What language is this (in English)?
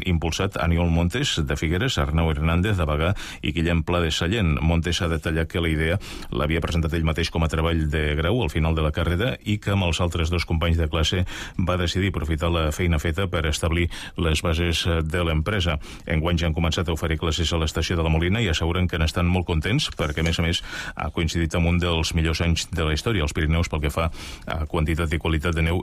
Catalan